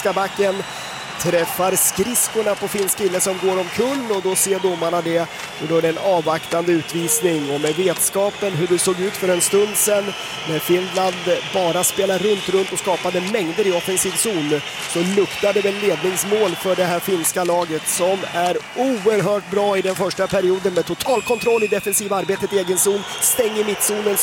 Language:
Swedish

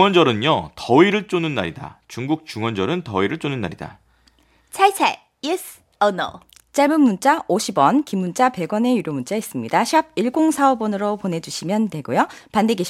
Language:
Korean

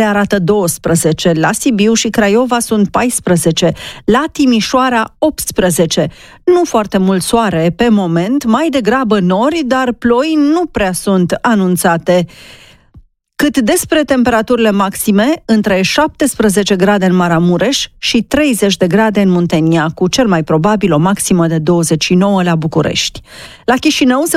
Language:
Romanian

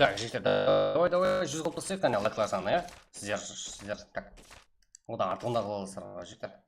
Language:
Kara-Kalpak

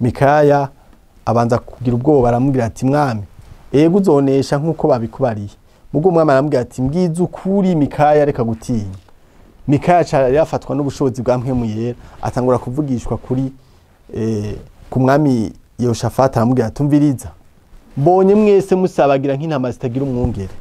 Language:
Rundi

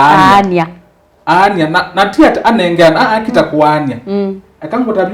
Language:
Kamba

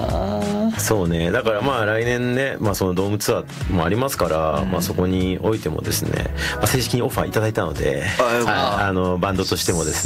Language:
Japanese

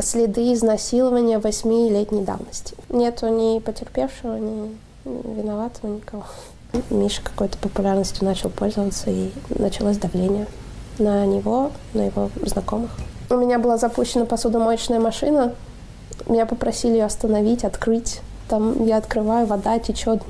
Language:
Russian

